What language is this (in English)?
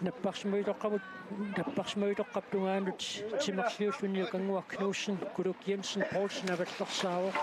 Kalaallisut